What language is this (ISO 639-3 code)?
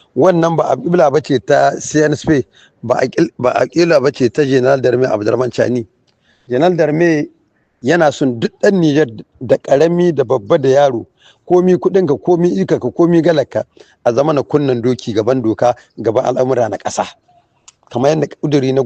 hau